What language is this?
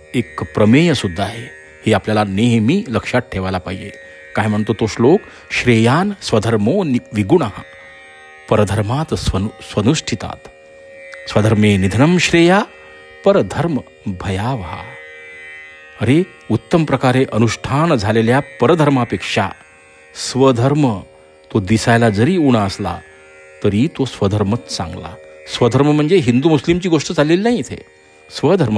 Marathi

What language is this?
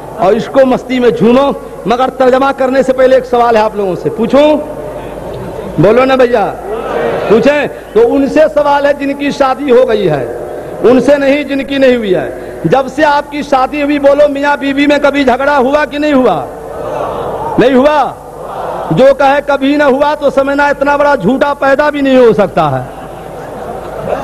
Urdu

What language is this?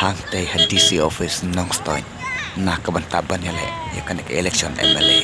Khasi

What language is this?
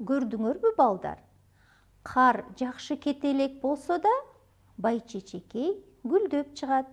Kyrgyz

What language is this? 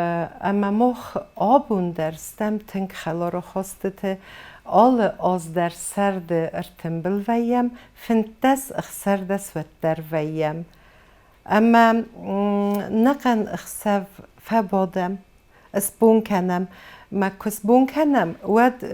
Ossetic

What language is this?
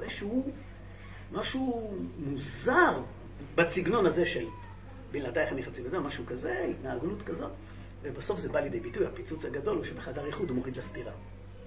Hebrew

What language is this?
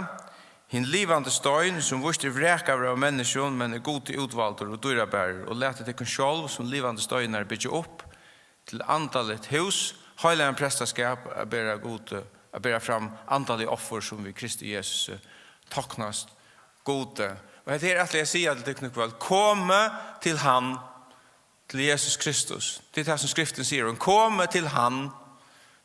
Faroese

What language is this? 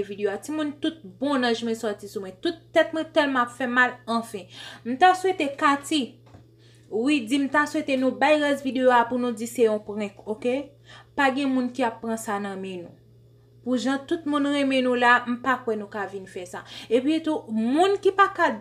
Haitian Creole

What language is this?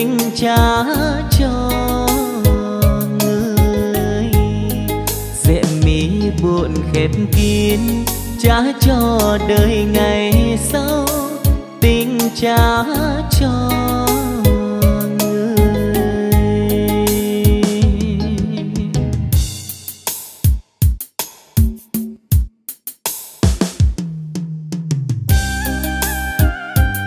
Vietnamese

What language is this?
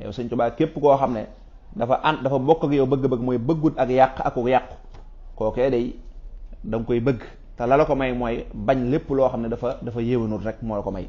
Wolof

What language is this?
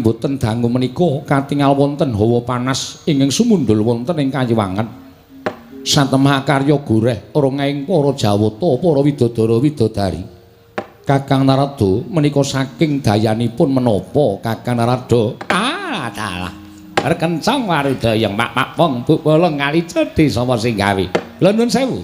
Javanese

